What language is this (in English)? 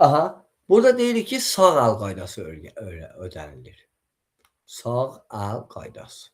Azerbaijani